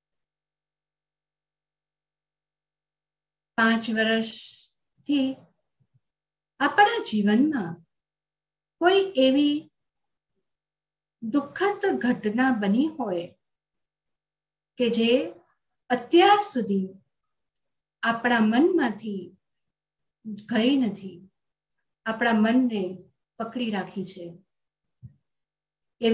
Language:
Gujarati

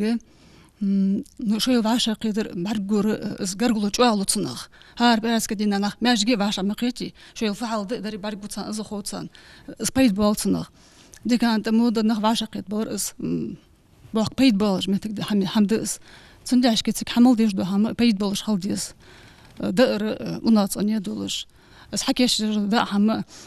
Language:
Ingush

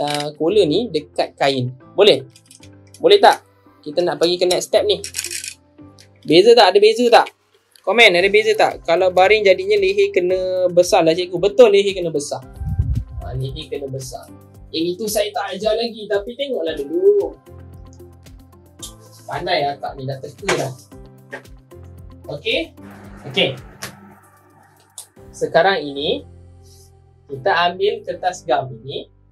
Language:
Malay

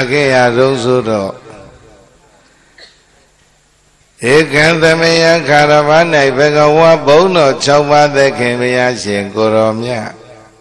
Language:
Burmese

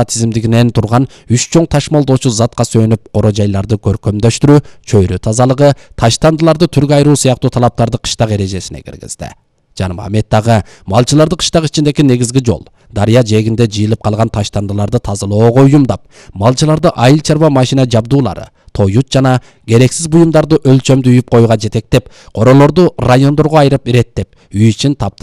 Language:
Kyrgyz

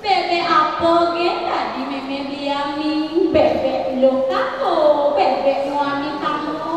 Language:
Balinese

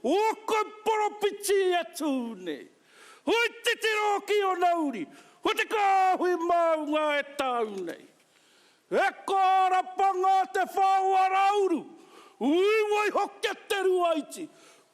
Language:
Māori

